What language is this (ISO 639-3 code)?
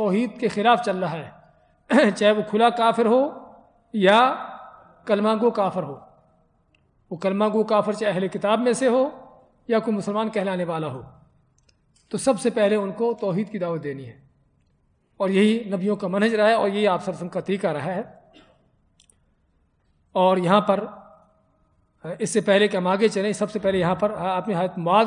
urd